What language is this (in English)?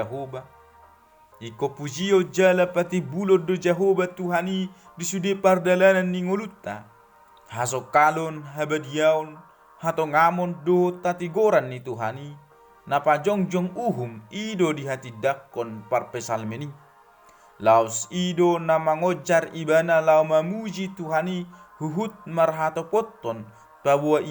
Batak Toba